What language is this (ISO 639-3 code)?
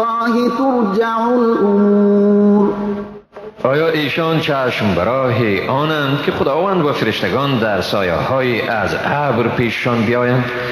fas